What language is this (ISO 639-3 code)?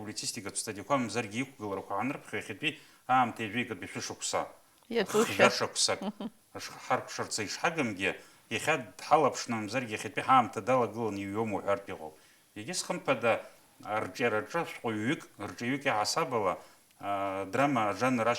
abk